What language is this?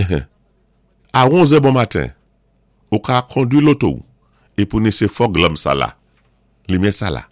Saint Lucian Creole French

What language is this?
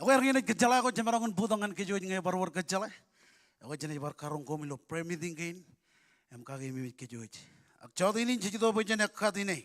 Marshallese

